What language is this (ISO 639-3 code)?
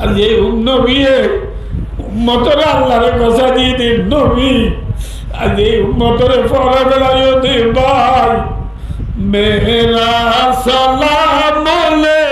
rhg